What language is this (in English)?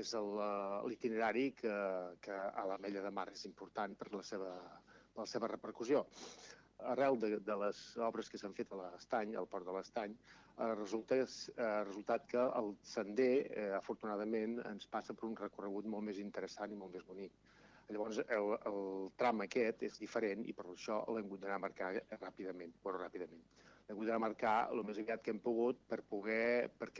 Catalan